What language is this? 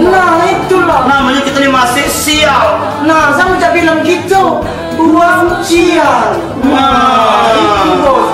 Musi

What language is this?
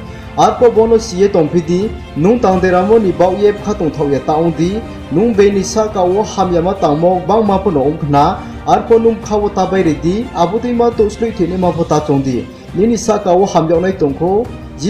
Riang (India)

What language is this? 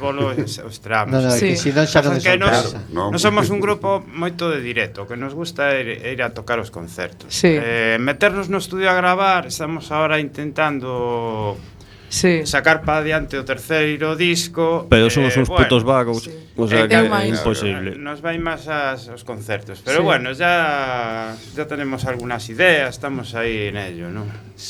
Galician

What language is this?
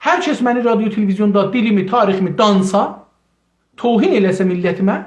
South Azerbaijani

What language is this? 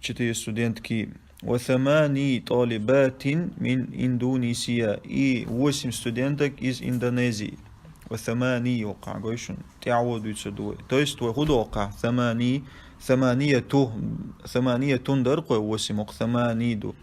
Chechen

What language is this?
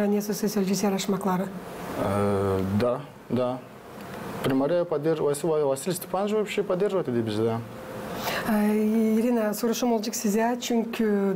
Gagauz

